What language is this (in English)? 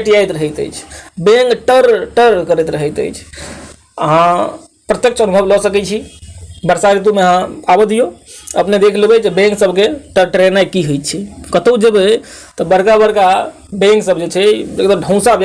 Maithili